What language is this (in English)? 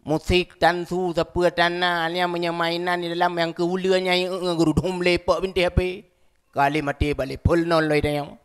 Achinese